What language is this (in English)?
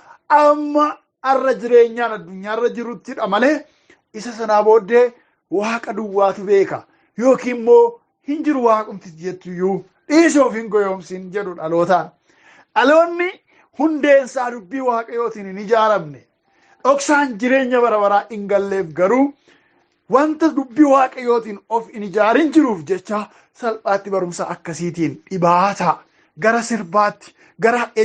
Oromo